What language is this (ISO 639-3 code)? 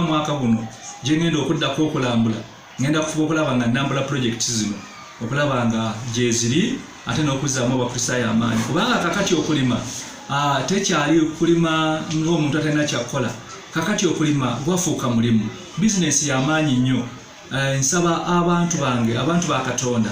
lug